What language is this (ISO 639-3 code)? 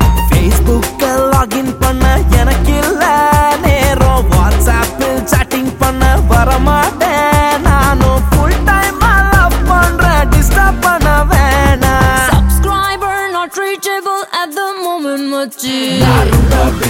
tam